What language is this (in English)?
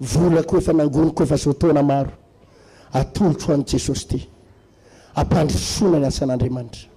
Malagasy